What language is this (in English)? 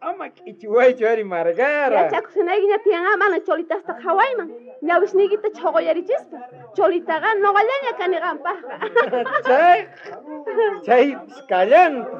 South Bolivian Quechua